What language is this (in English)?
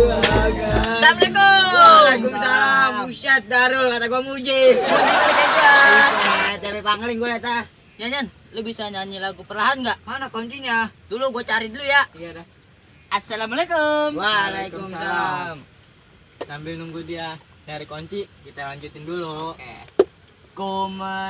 Betawi